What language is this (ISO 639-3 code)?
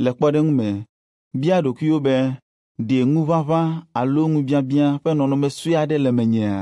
ewe